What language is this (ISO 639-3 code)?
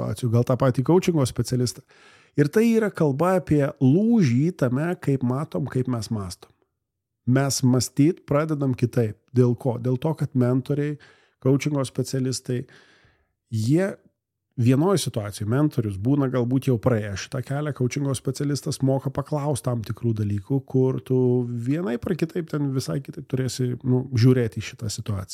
lit